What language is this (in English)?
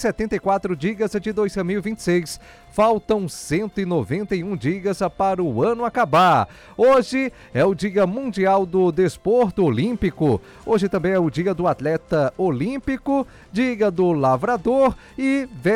Portuguese